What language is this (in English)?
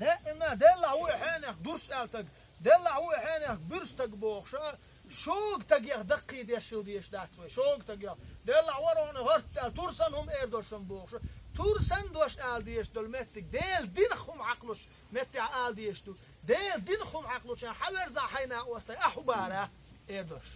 Chechen